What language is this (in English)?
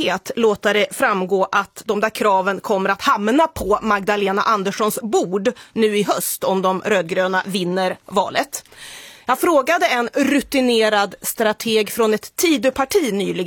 Swedish